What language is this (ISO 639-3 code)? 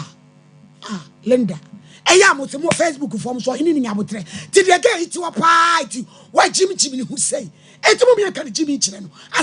aka